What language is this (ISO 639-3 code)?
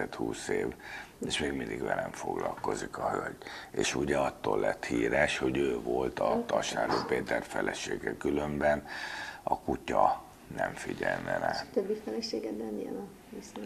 hun